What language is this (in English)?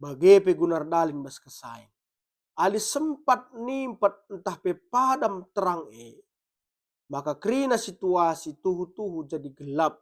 Batak Karo